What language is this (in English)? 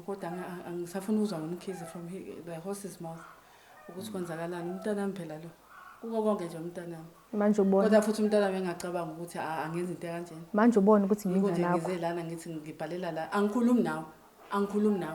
Zulu